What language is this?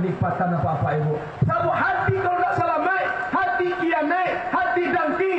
Minangkabau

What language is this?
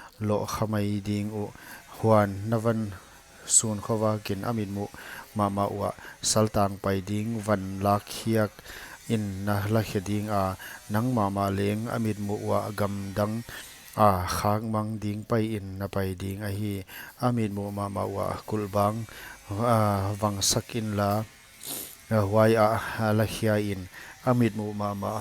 Paite Chin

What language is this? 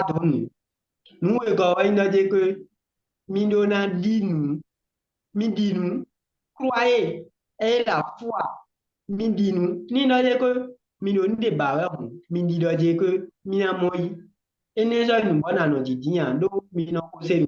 Fon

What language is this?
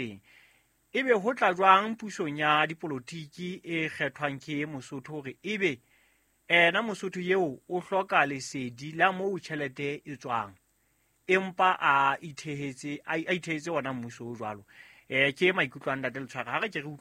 Southern Sotho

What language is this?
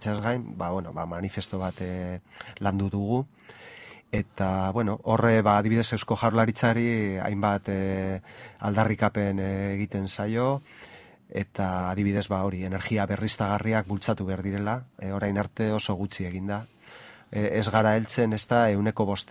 Basque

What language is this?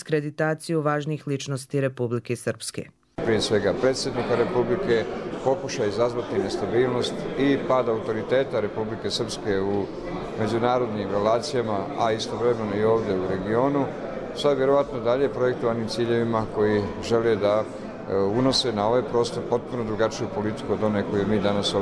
Serbian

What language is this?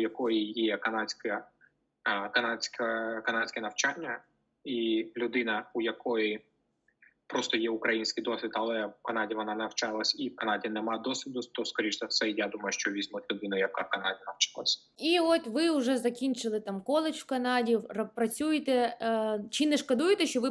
Ukrainian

